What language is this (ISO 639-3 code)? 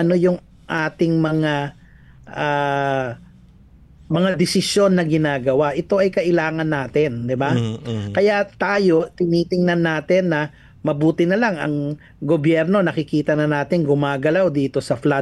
fil